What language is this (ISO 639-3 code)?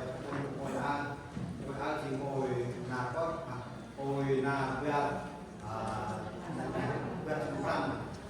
cmo